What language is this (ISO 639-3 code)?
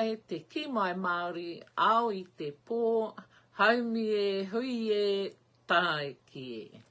mri